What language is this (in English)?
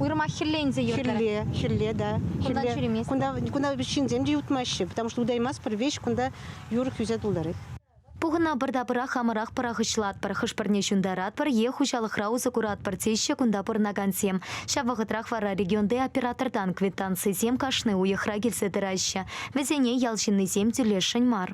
Chuvash